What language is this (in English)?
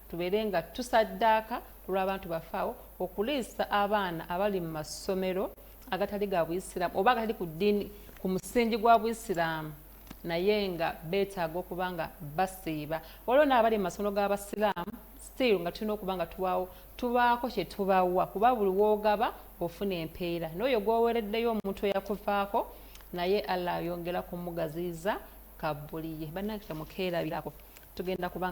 Ganda